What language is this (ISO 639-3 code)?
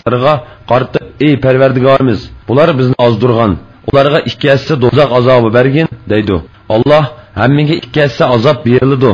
uig